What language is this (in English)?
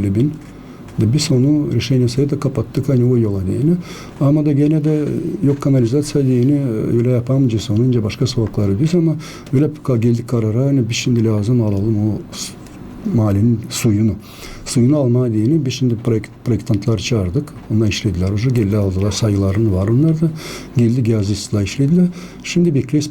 Gagauz